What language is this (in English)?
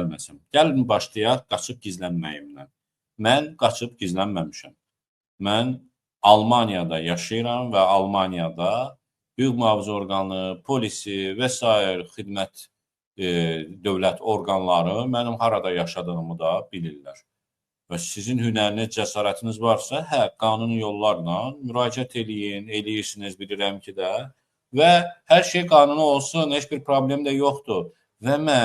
Azerbaijani